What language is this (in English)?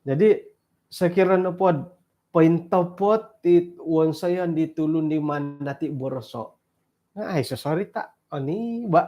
Central Dusun